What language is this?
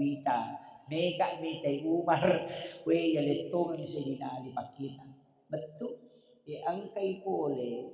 Buginese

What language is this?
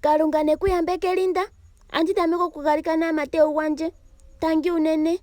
Ndonga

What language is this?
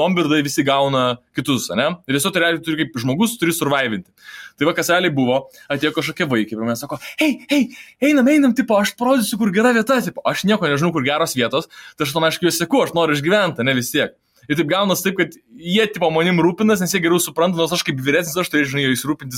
Lithuanian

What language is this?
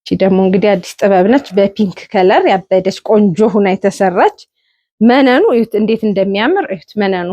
Amharic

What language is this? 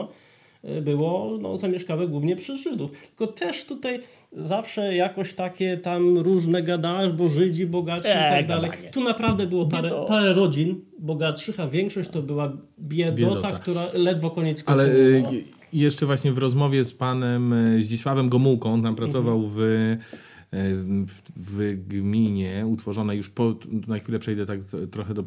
Polish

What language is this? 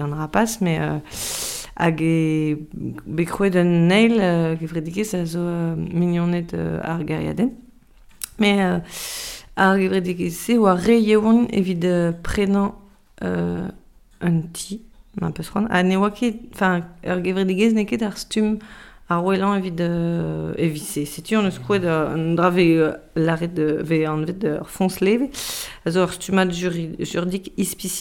Breton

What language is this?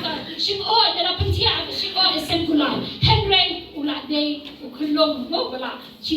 Khasi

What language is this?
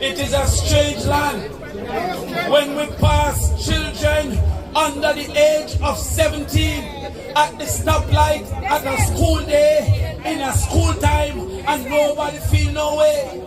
Jamaican Creole English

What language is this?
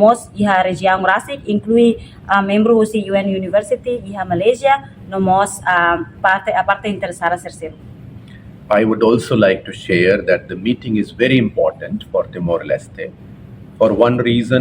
Tetum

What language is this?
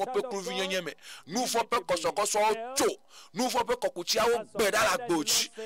Ewe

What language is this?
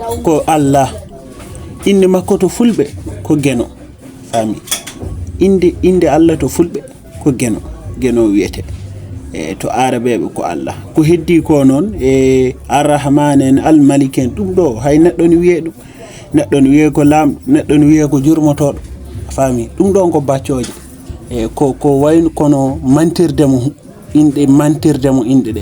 Fula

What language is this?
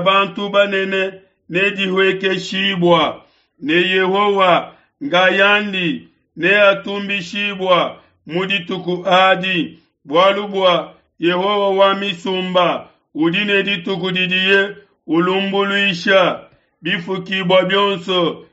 Luba-Lulua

